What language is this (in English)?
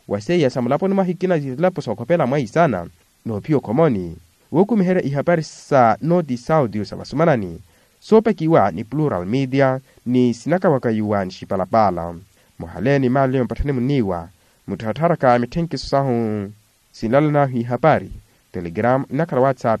Makhuwa